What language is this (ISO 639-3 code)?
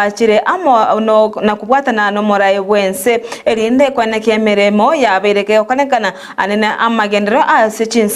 guz